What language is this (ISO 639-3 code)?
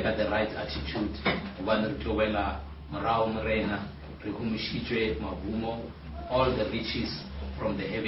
nso